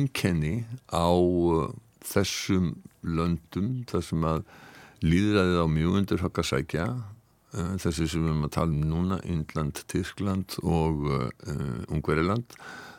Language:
Icelandic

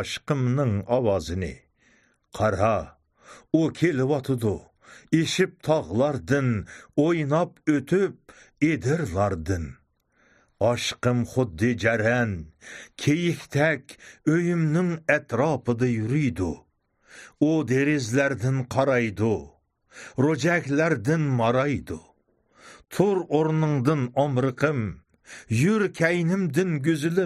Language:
Uyghur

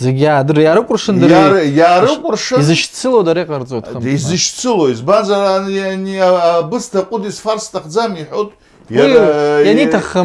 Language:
Abkhazian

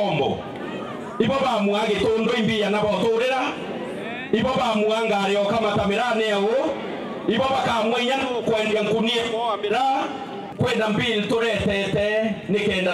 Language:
Meru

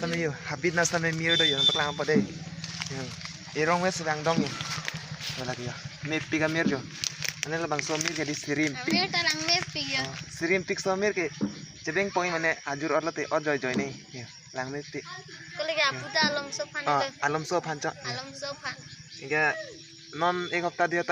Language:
Karbi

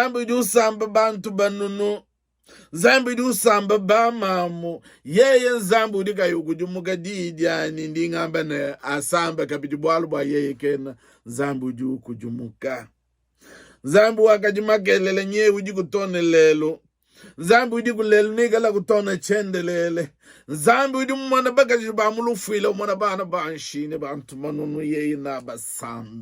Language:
Luba-Lulua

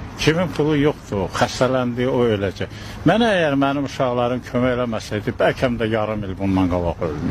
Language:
Azerbaijani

